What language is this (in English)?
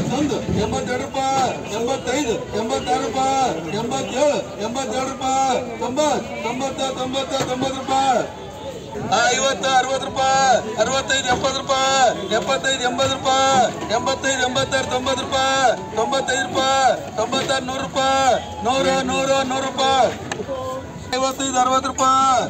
Kannada